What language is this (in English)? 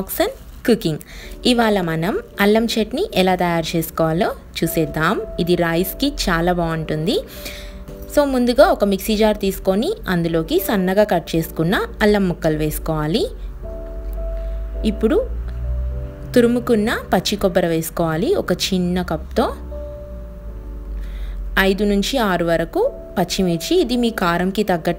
Telugu